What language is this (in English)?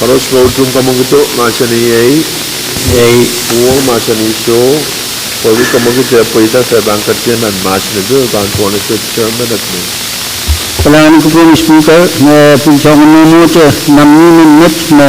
Pohnpeian